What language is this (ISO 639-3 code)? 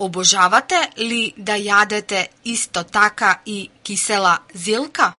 mkd